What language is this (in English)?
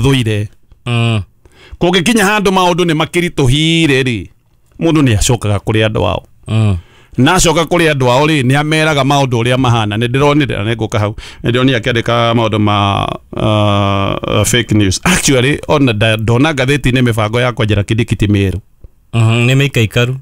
Kikuyu